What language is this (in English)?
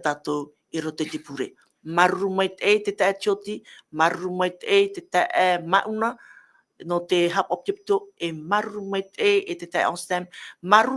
Tahitian